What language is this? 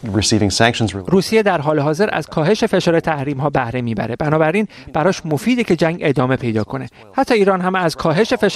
Persian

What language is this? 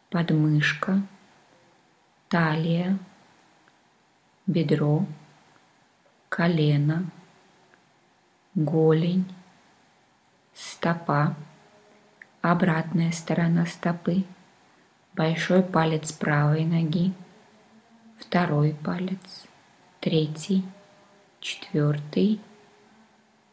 Russian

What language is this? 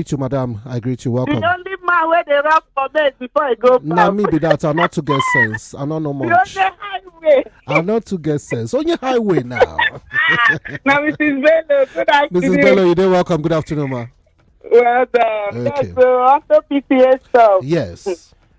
Nigerian Pidgin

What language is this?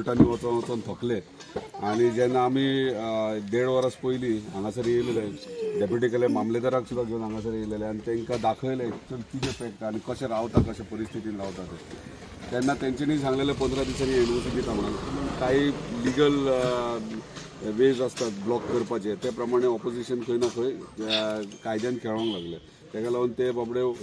Konkani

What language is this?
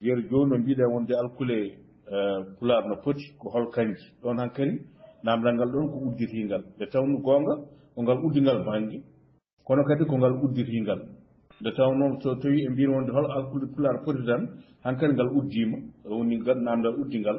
Fula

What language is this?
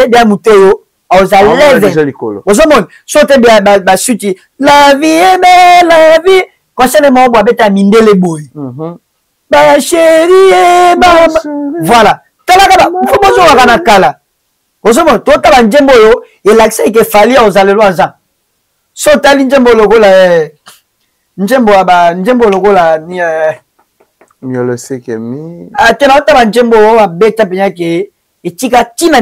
Lingala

